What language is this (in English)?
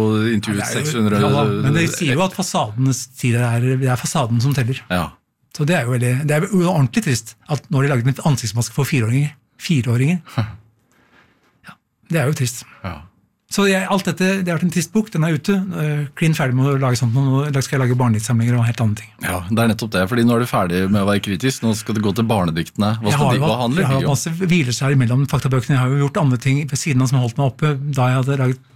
Norwegian